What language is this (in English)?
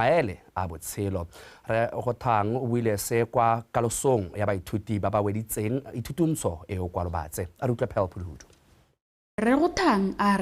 Tswana